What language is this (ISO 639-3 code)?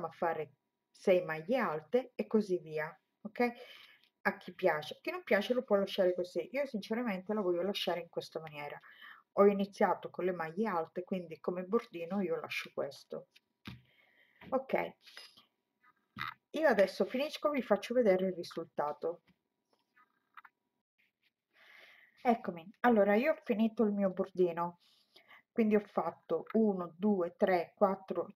ita